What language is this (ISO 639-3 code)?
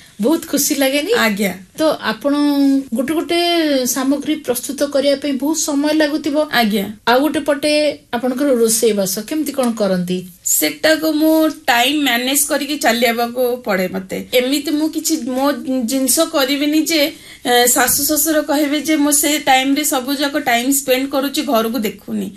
ori